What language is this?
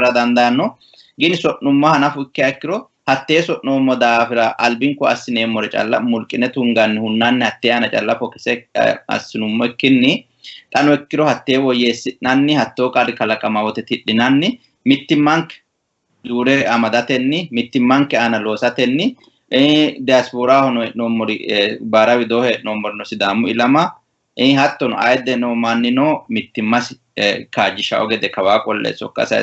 Sidamo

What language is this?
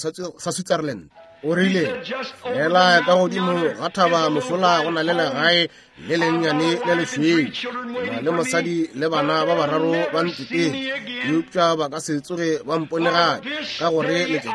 Northern Sotho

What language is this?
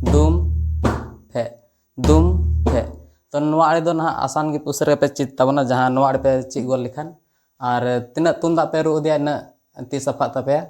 Santali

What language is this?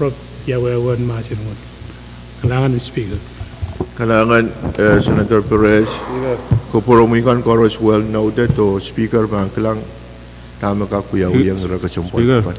Pohnpeian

